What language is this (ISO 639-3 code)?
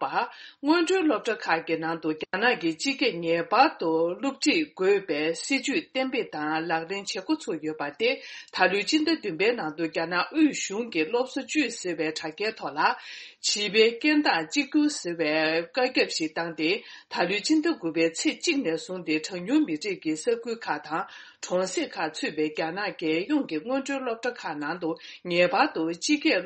bod